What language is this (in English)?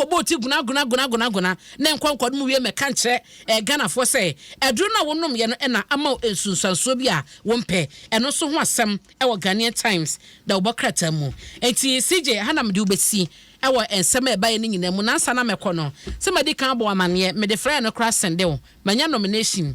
Akan